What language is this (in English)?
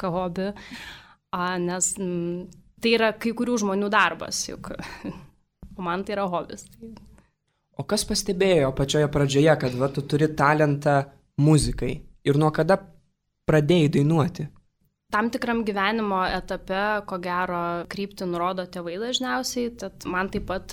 Lithuanian